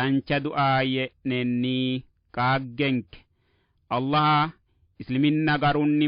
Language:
Sidamo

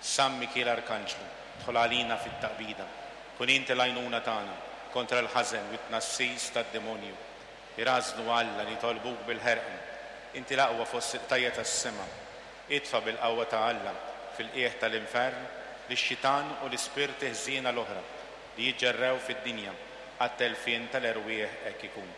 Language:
Maltese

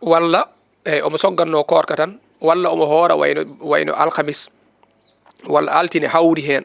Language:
Fula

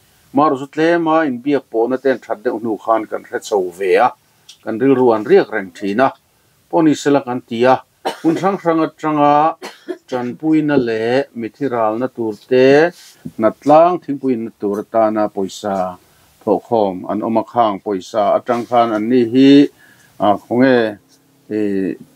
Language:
Mizo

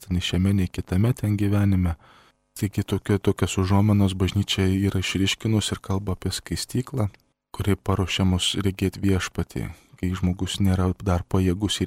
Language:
Lithuanian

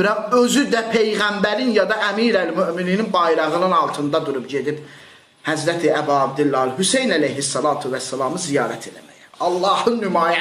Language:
Azerbaijani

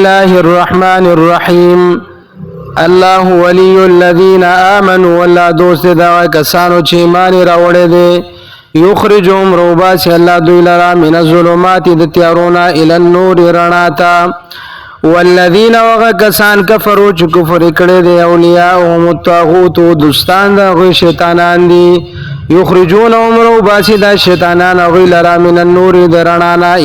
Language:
Pashto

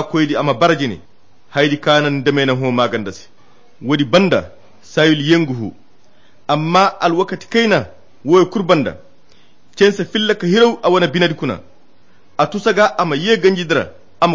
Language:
Koyra Chiini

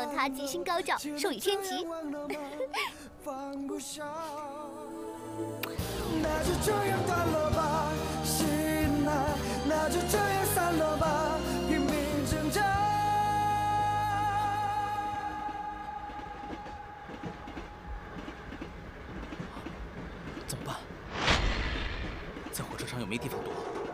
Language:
Chinese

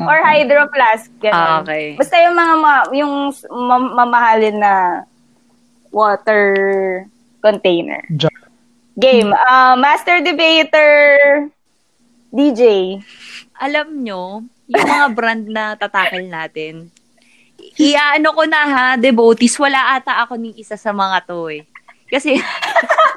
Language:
Filipino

